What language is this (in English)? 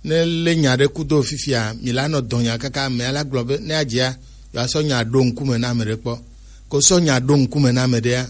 Gen